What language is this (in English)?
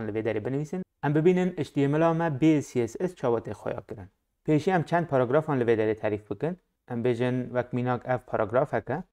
Kurdish